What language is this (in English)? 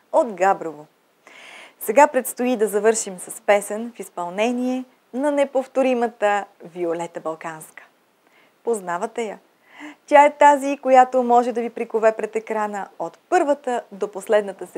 Bulgarian